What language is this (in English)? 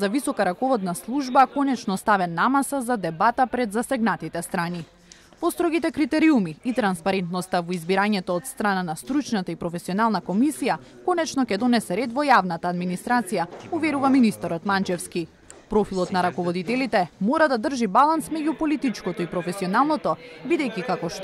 Macedonian